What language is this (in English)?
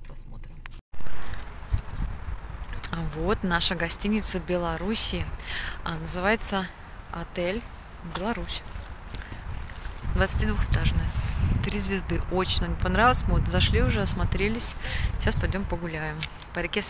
Russian